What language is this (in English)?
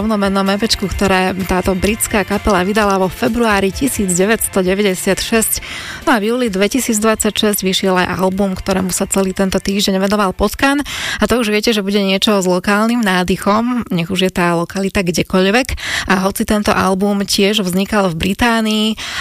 Slovak